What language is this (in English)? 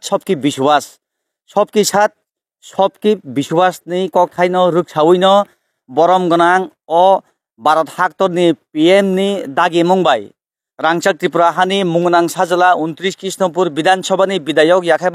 Kok Borok